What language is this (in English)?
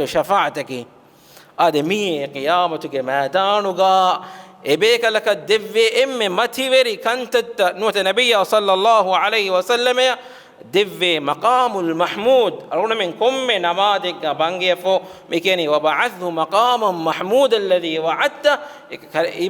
Divehi